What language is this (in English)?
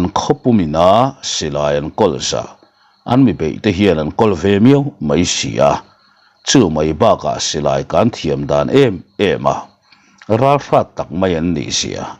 Mizo